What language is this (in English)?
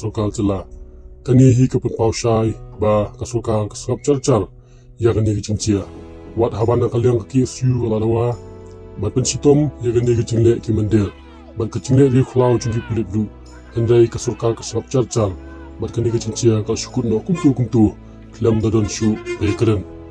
Khasi